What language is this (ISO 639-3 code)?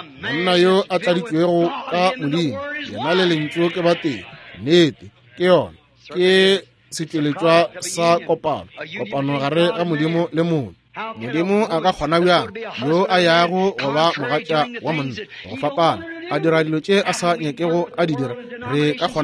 nso